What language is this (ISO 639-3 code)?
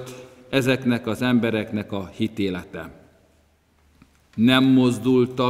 hun